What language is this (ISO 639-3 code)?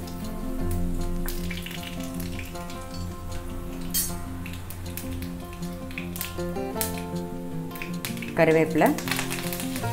tam